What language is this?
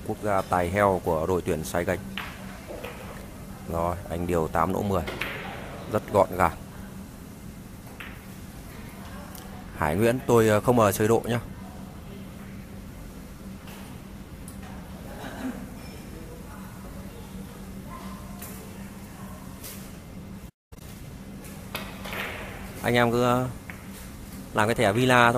Vietnamese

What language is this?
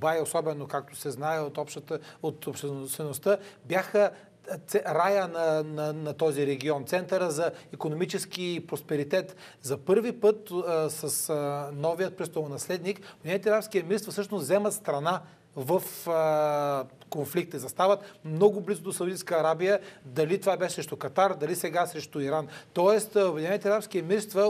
Bulgarian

